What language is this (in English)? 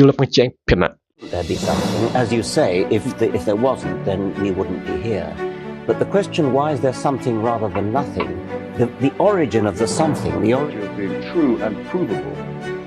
Karbi